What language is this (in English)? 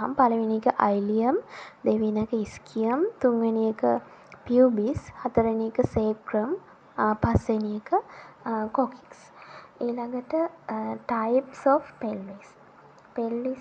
Sinhala